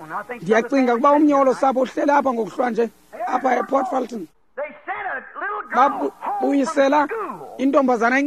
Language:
Xhosa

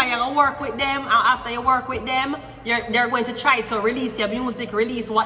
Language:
Jamaican Creole English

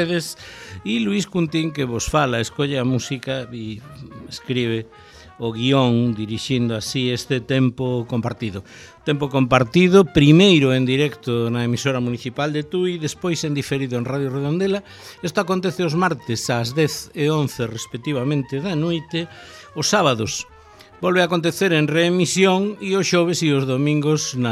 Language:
Galician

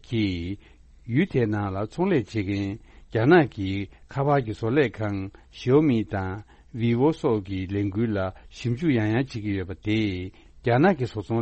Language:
Tibetan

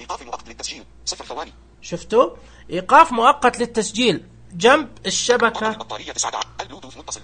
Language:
Najdi Arabic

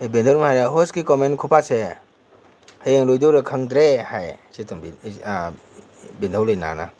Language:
Manipuri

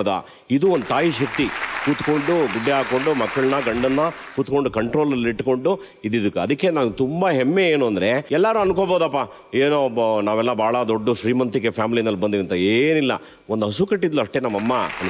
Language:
Kannada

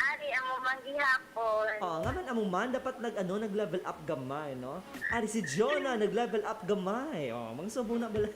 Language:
Hiligaynon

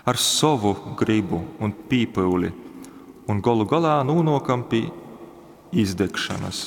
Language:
Latgalian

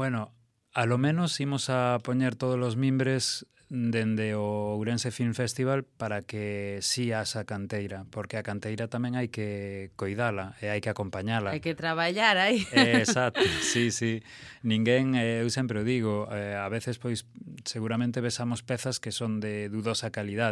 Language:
Galician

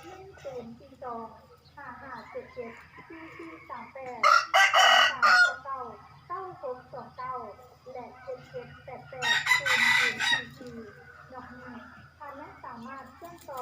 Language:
Lao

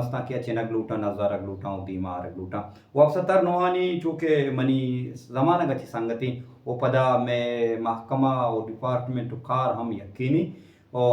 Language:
Baluchi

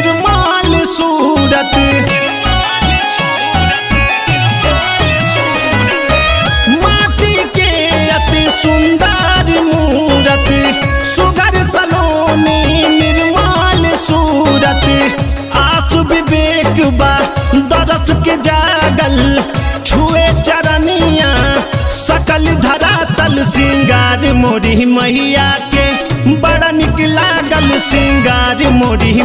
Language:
Bhojpuri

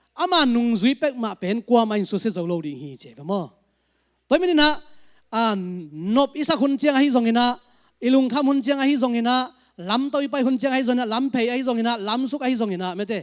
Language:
Tedim Chin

